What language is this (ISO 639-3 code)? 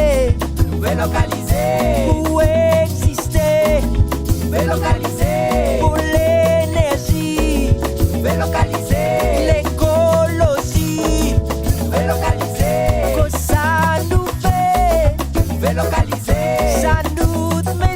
rcf